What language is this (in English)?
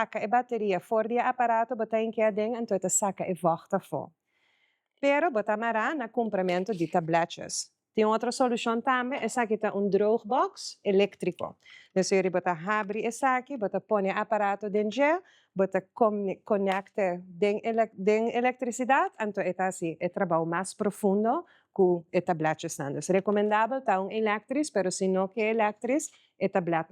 Papiamento